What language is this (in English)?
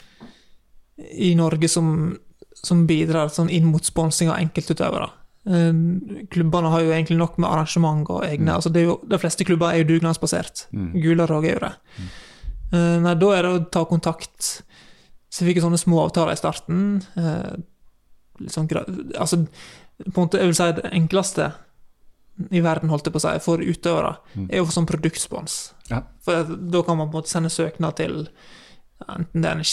Norwegian